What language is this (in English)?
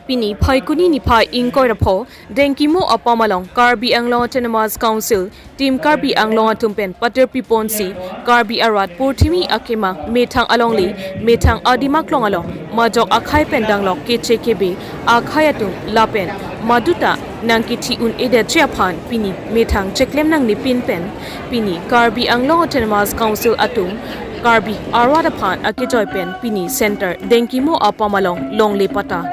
Karbi